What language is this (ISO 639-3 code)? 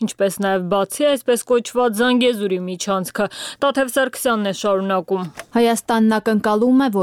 hye